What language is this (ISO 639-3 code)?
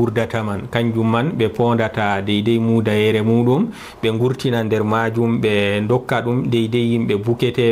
ful